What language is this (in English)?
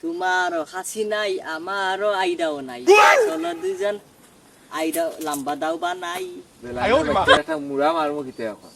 Sylheti